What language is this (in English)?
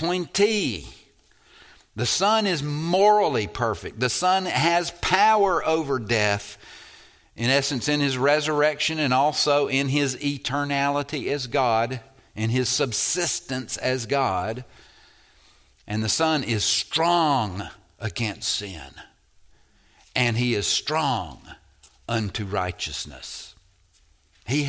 English